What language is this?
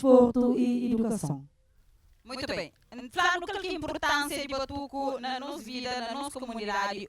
Kabuverdianu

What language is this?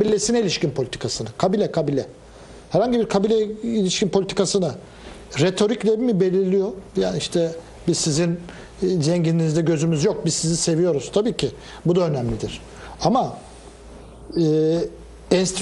Turkish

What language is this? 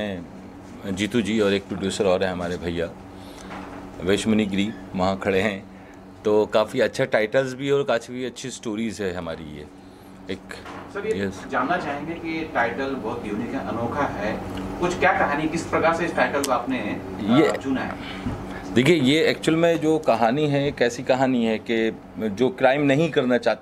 Hindi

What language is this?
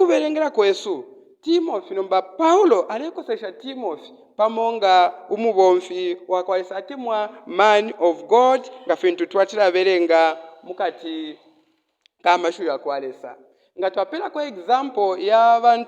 Bemba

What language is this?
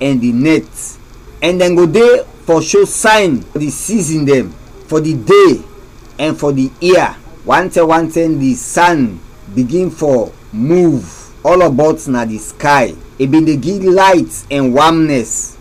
Krio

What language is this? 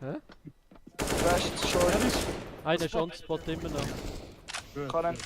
Swiss German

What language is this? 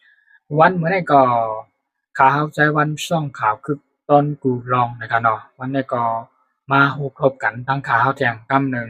Shan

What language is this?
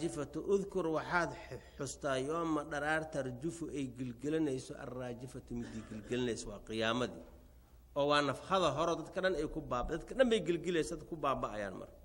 Somali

